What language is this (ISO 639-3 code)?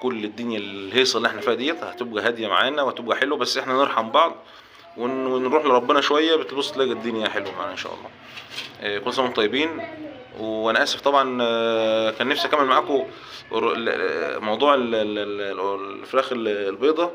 arz